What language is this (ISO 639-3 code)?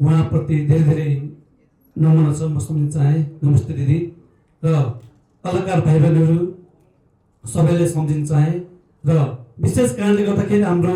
nep